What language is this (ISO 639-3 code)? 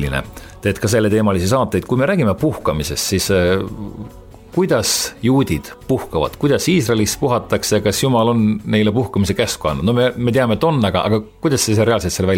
est